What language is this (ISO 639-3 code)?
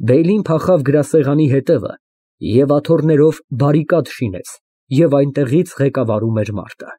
hye